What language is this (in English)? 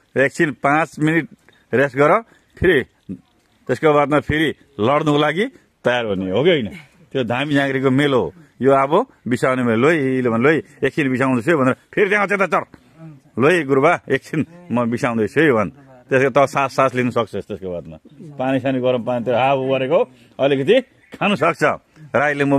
Nepali